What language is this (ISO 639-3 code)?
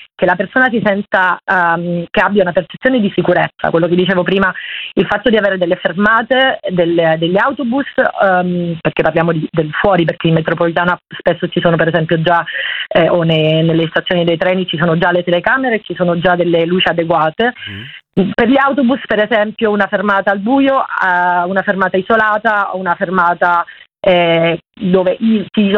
ita